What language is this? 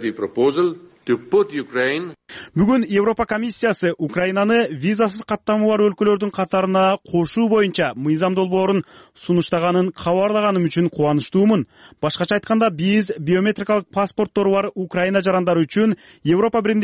Kyrgyz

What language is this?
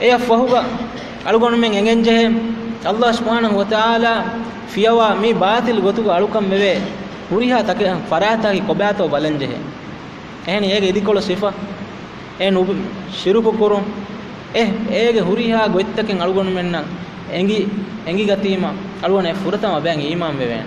Divehi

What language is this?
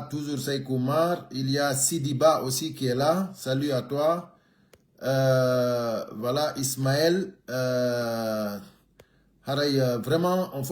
Pular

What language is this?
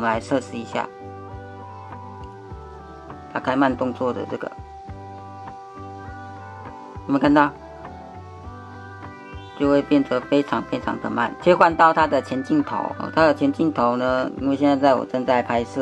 Chinese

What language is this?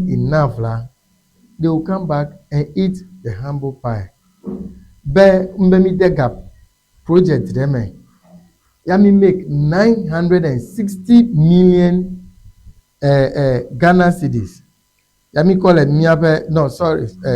Ewe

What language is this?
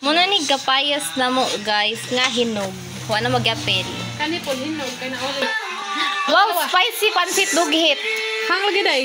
Cebuano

